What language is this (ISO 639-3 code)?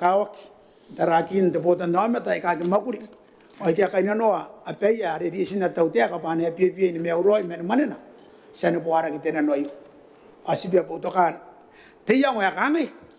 gil